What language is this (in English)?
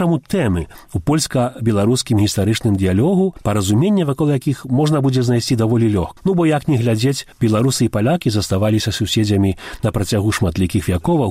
Belarusian